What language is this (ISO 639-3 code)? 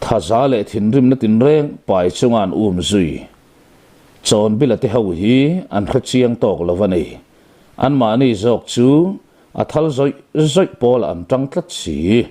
lus